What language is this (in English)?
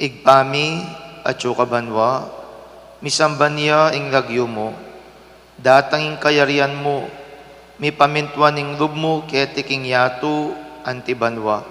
Pampanga